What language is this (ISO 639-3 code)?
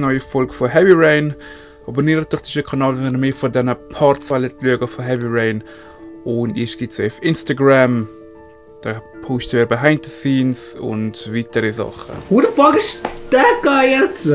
gsw